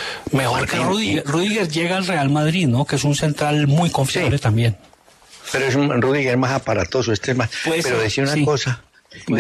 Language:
Spanish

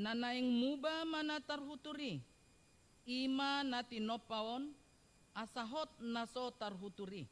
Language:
Batak Toba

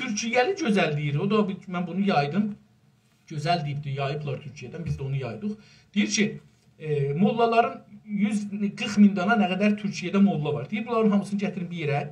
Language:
South Azerbaijani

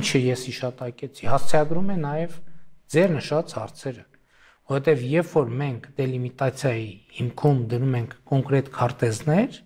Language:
Armenian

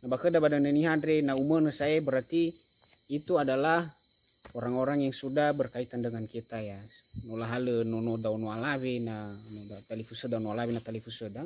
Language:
Nias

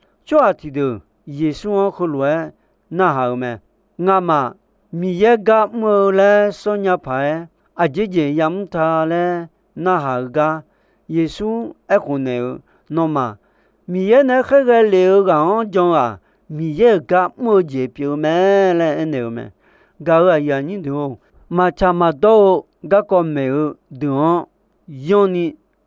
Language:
Akha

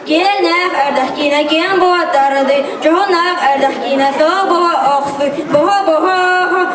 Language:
Yakut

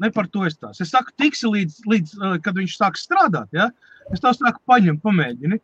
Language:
Latvian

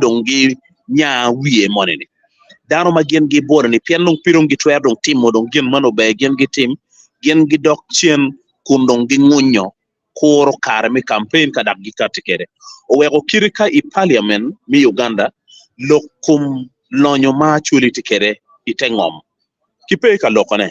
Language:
Acoli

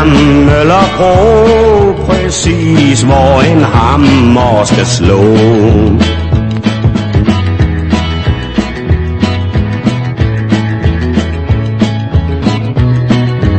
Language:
Danish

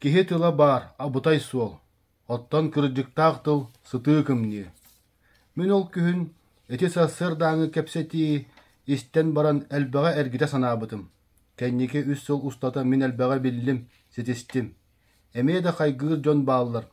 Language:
Yakut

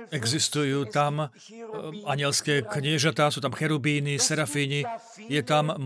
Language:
Slovak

